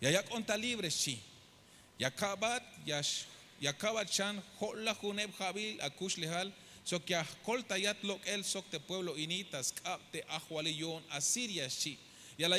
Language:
Tzeltal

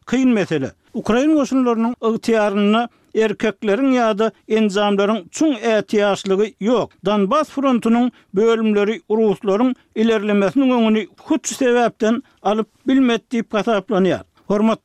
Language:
Turkmen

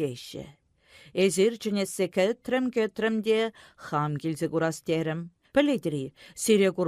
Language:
Chuvash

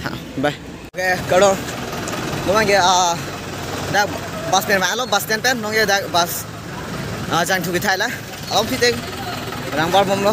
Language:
Karbi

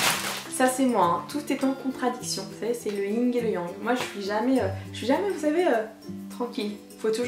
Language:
French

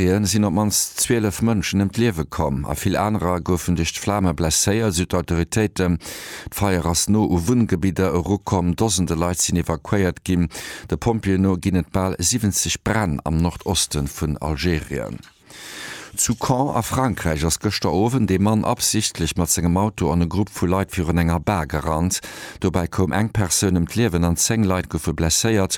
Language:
Luxembourgish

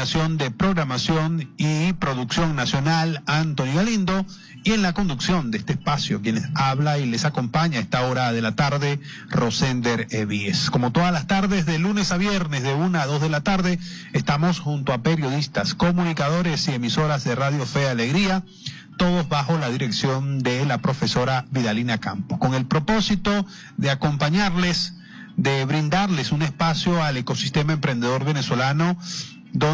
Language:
Spanish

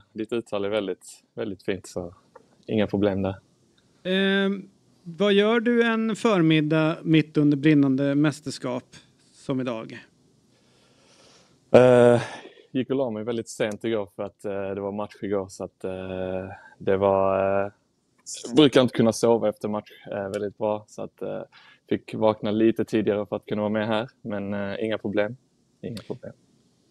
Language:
Swedish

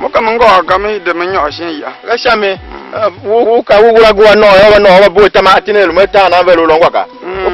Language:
Tiv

